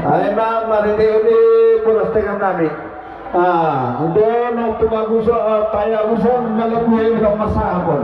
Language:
Batak Simalungun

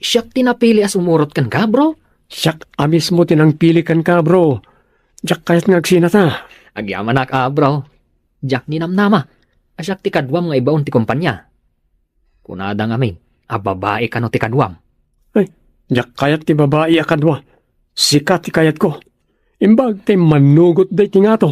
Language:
Iloko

